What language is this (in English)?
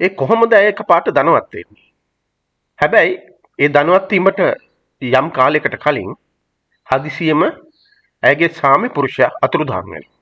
Sinhala